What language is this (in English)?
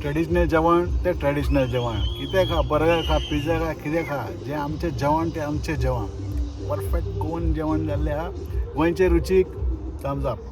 Konkani